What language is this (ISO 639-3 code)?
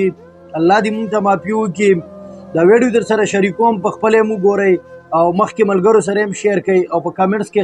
pus